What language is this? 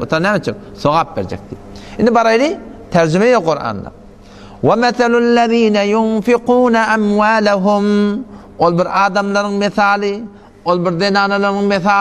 Turkmen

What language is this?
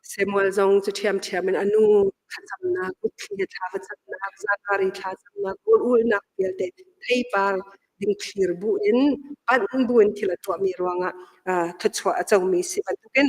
Hakha Chin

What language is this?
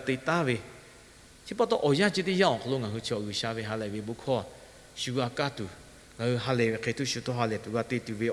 Lahu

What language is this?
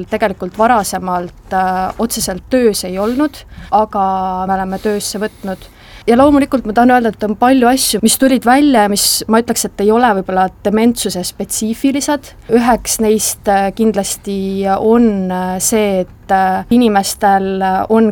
Estonian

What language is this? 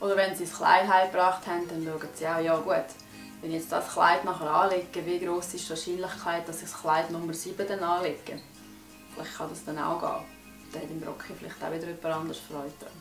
Swiss German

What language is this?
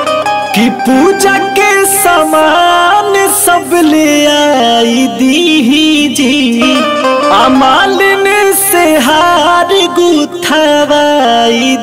Bhojpuri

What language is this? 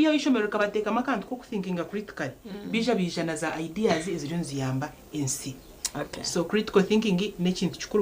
Nyankole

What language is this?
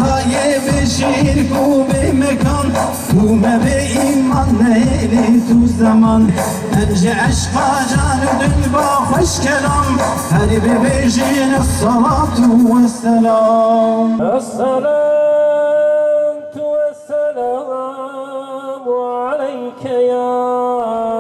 Kurdish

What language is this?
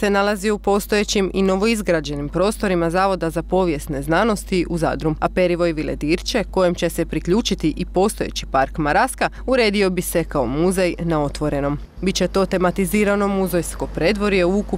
Croatian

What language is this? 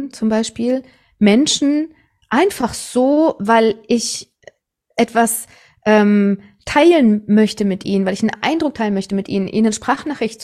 German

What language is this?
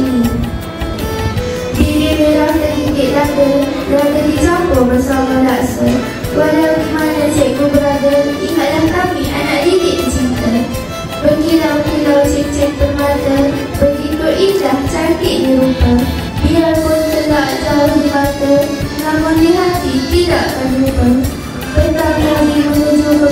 Malay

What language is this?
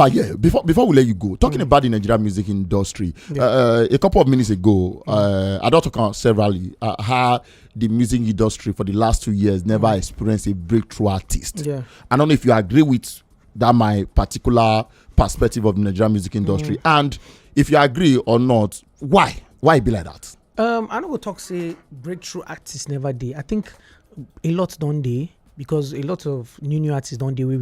Nigerian Pidgin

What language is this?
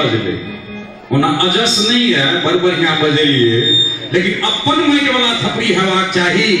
Maithili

